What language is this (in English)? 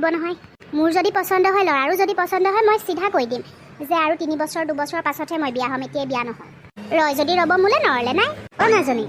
Assamese